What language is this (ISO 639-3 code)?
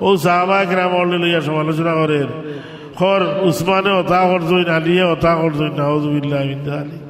syl